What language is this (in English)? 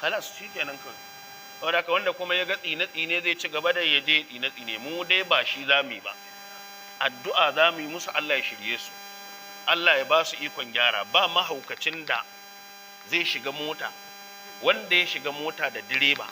Hausa